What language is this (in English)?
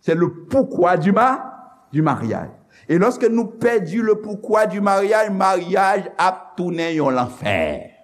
Haitian Creole